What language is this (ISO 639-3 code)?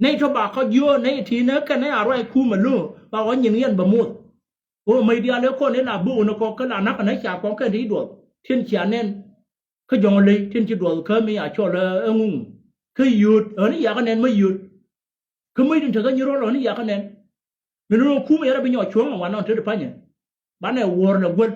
nus